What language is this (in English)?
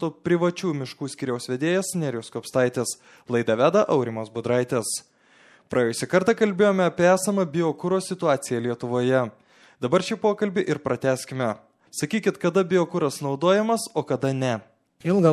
Lithuanian